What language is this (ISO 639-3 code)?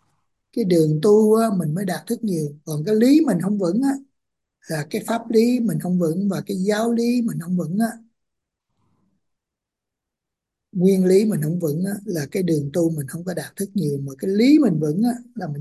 vie